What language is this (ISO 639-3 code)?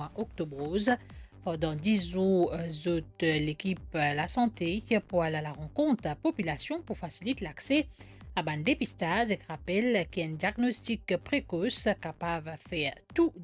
mfe